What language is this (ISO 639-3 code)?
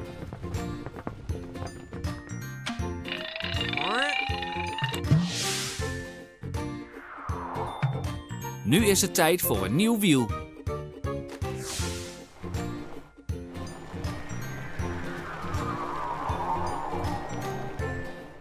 nld